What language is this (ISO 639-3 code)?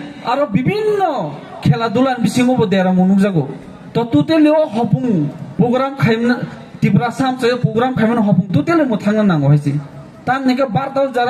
trp